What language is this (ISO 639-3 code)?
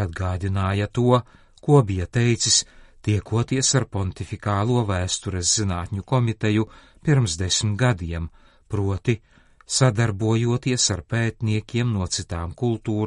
lav